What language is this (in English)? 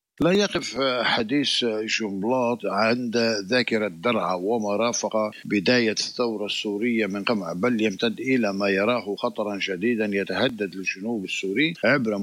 Arabic